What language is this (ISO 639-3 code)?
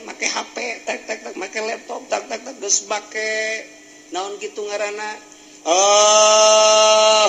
sun